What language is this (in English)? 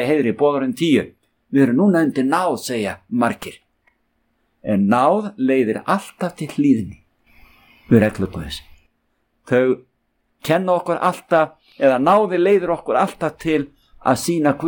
Icelandic